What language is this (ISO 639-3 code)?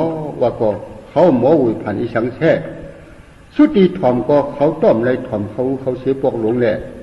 shn